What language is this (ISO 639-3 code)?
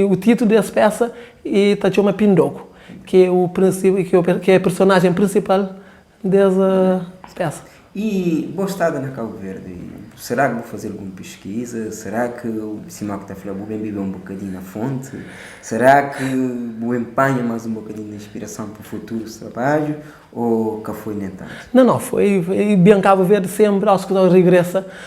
kea